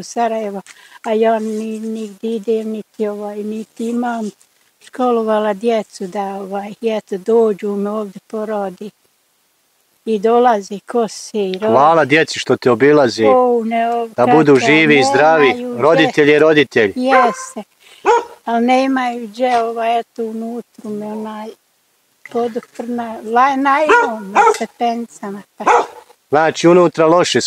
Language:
Bosnian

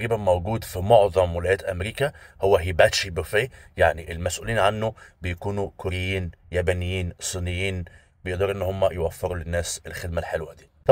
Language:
Egyptian Arabic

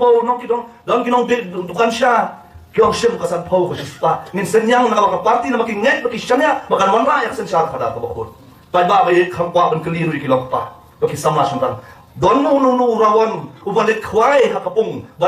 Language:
Khasi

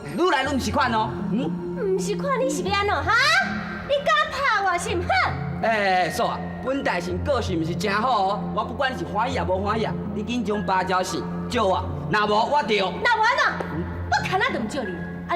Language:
Min Nan Chinese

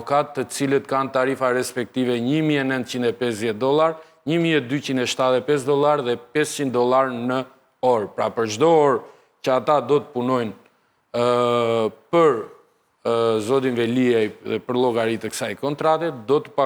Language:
Albanian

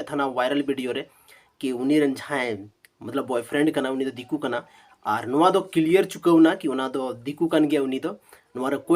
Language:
Santali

